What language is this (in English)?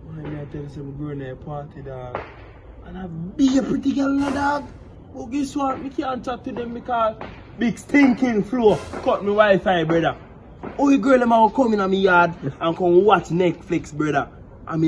Jamaican Creole English